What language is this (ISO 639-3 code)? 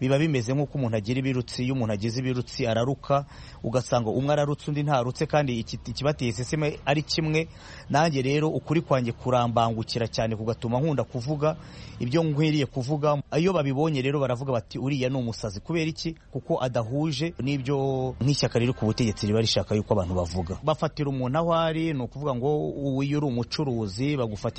kin